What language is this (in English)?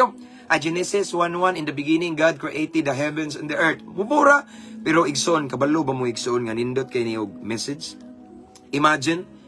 Cebuano